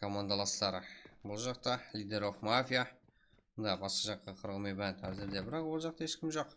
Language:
Kara-Kalpak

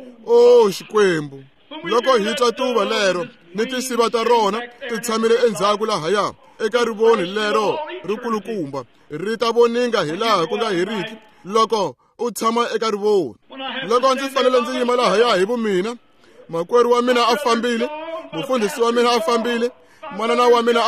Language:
Tsonga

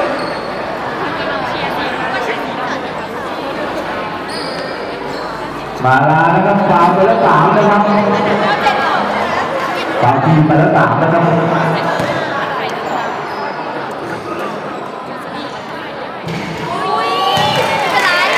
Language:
Thai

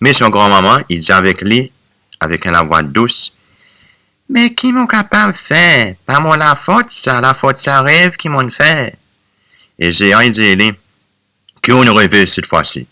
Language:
Seselwa Creole French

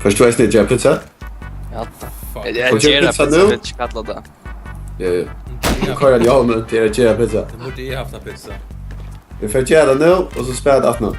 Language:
Faroese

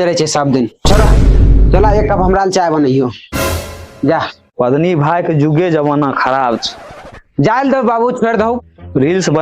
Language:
Maithili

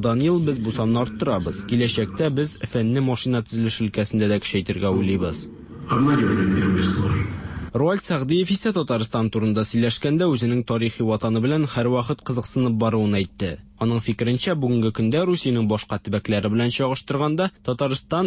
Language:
Tatar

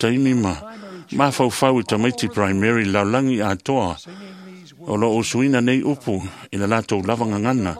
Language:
Samoan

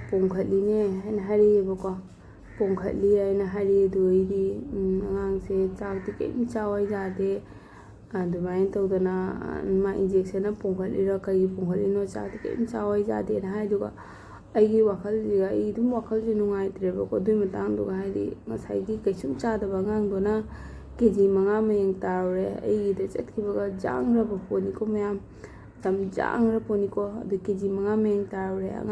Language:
Manipuri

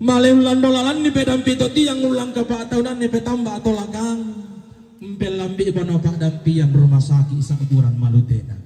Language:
Toraja-Sa'dan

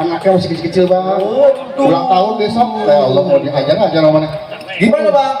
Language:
Betawi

